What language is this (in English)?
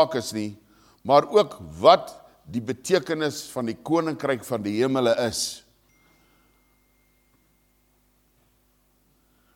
Afrikaans